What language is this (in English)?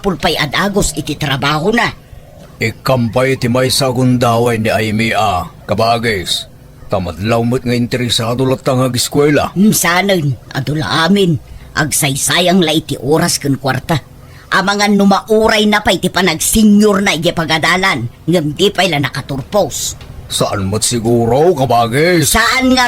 Iloko